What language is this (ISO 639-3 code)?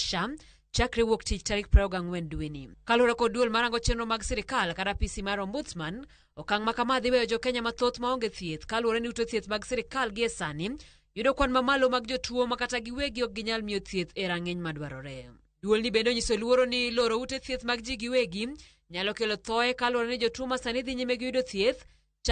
luo